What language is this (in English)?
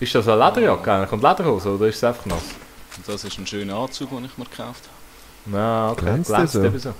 Swiss German